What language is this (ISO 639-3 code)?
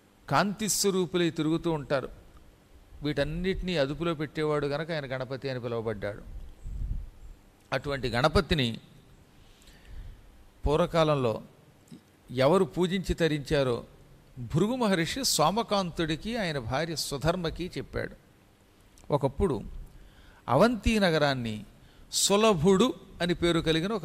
tel